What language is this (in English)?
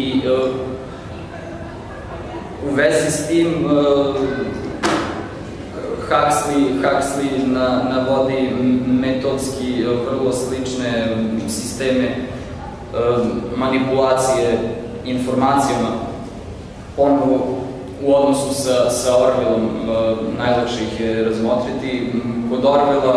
Serbian